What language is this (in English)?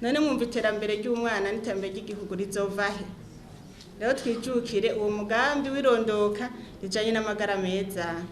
Rundi